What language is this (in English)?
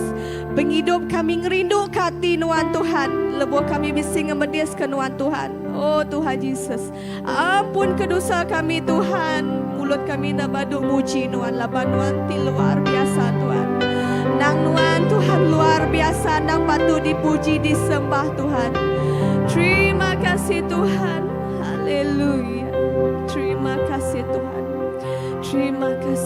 Iban